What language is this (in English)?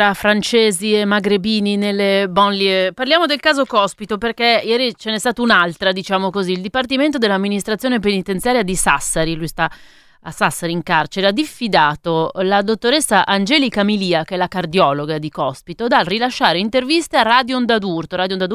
Italian